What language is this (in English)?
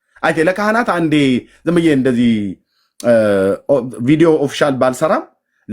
Amharic